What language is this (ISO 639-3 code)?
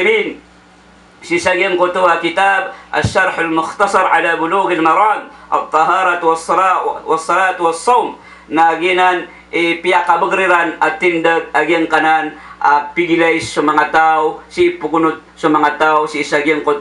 mrw